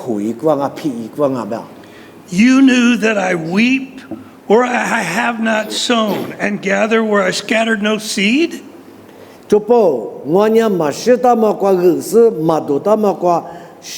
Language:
Lisu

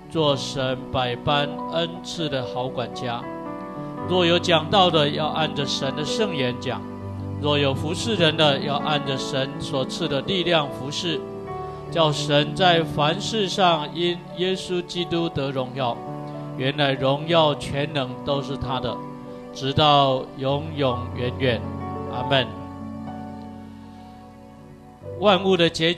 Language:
Chinese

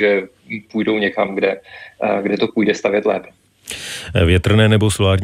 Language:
Czech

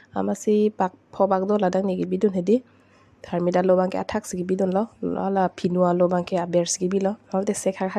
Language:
Karbi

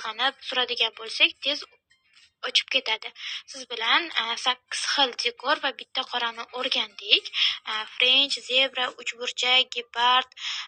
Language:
Uzbek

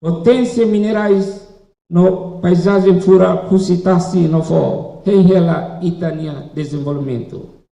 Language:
Tetum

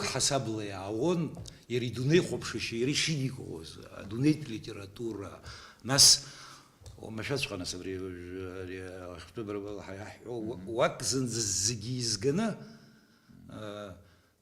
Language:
Abkhazian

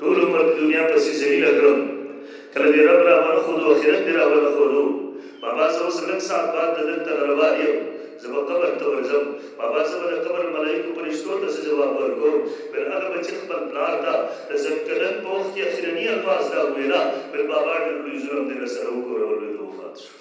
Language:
Pashto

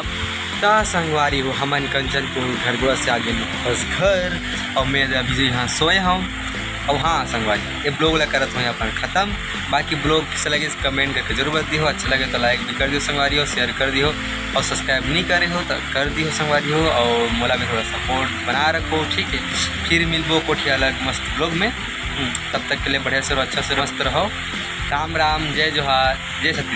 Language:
Chhattisgarhi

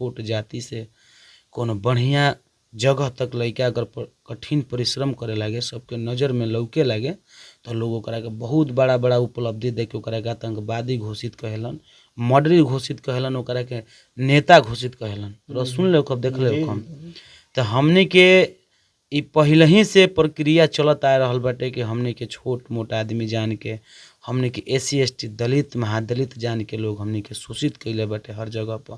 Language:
Bhojpuri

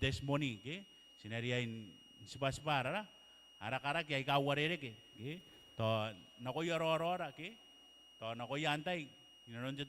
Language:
Gilbertese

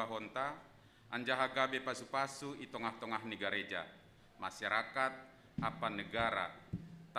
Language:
Batak Simalungun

